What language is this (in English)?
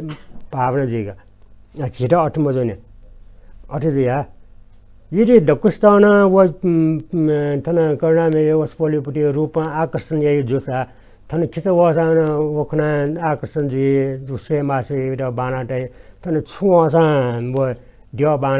Newari